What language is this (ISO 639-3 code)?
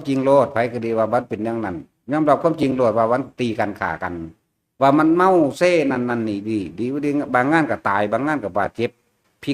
tts